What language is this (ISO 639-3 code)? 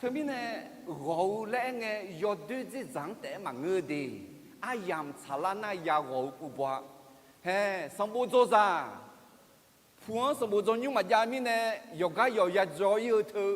ahk